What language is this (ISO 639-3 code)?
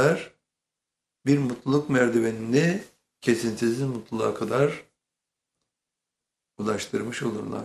tur